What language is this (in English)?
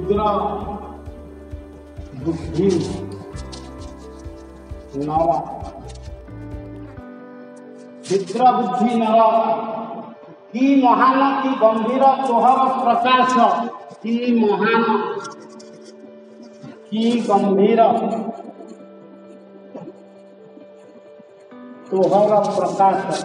Odia